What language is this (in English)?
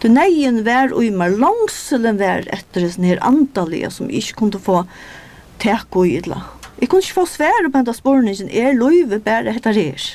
Faroese